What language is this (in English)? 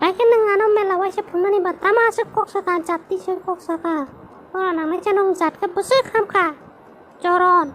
Kok Borok